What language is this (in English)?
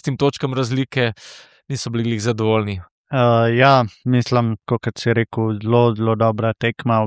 Slovenian